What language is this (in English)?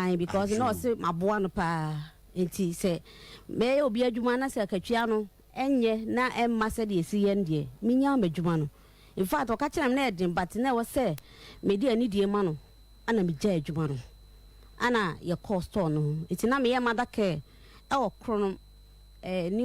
Akan